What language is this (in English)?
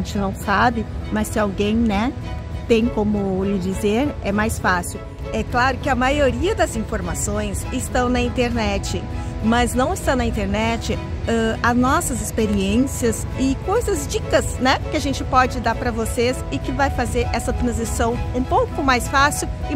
Portuguese